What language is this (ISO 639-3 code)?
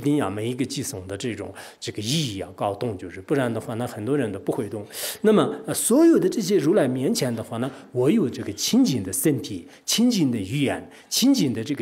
zho